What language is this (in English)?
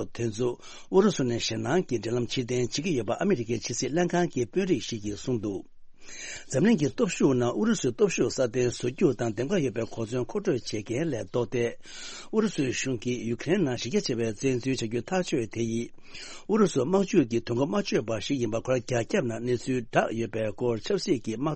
Tibetan